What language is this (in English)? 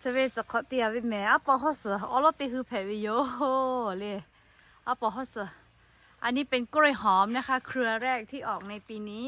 Lahu